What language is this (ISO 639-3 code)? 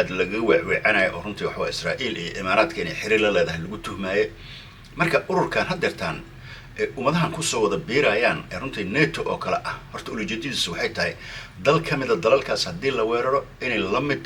som